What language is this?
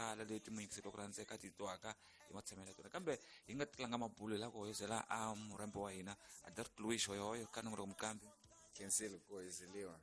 Tsonga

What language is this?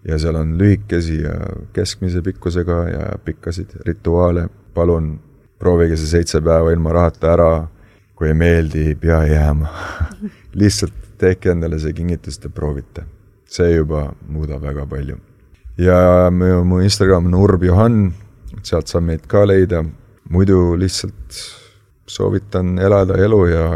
Estonian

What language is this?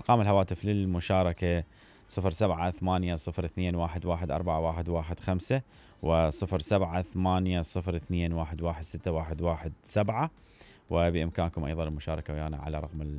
Mesopotamian Arabic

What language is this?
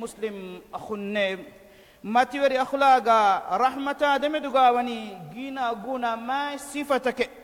Divehi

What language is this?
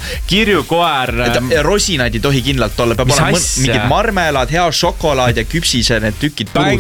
Estonian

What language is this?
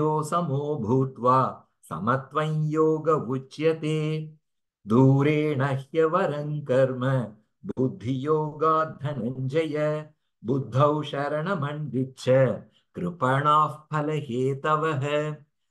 Sanskrit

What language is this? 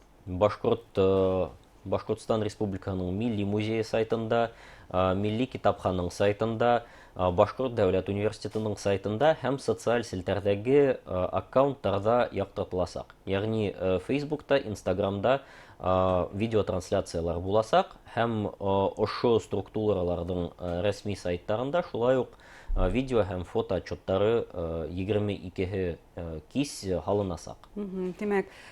Bashkir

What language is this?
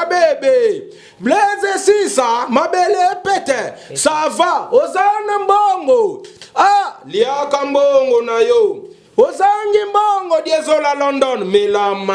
Lingala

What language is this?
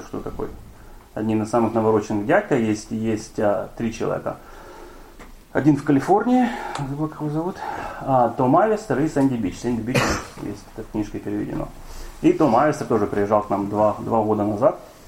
Russian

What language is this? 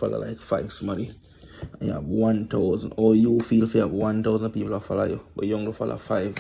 Jamaican Creole English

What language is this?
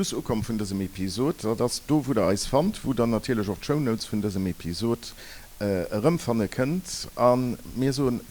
Luxembourgish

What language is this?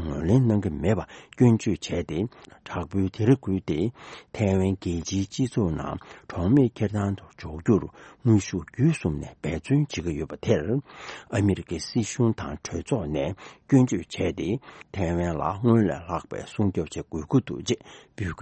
Tibetan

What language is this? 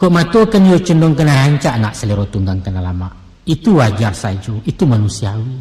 Minangkabau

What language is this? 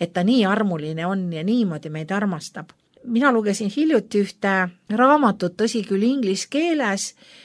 Estonian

